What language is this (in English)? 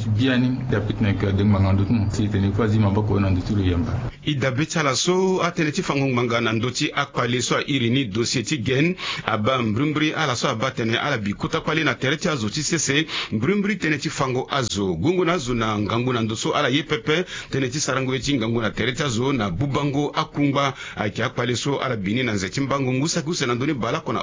Sango